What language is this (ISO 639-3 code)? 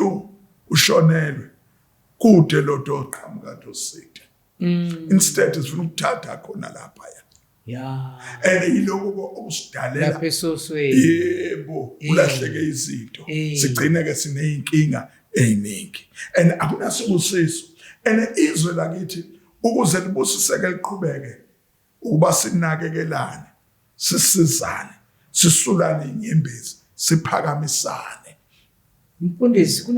zul